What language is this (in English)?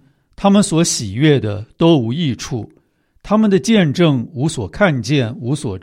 Chinese